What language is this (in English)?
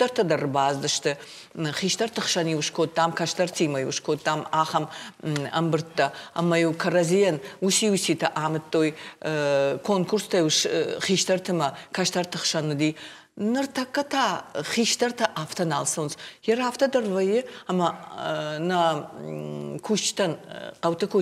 Ossetic